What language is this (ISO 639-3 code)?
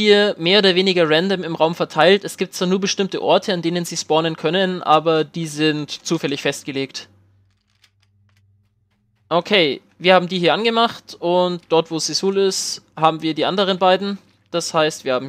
deu